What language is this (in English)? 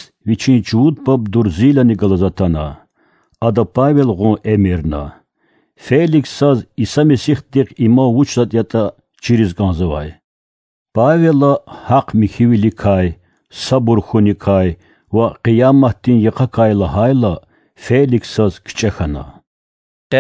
Lezghian